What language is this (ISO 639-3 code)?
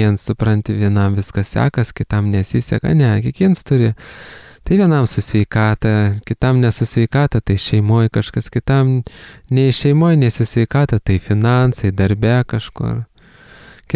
lit